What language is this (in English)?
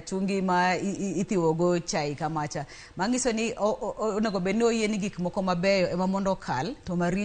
Luo (Kenya and Tanzania)